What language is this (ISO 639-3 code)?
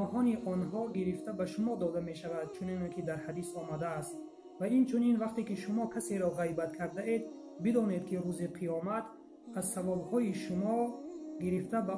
tgk